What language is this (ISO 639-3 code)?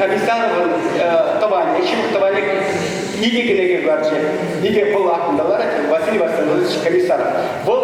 chv